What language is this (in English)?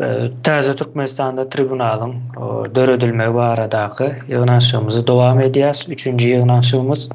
Turkmen